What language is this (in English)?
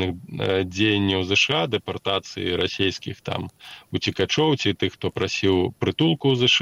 Belarusian